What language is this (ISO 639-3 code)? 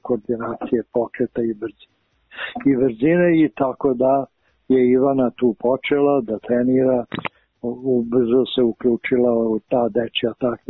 srp